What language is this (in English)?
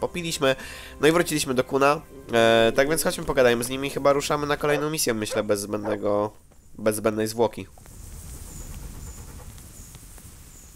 Polish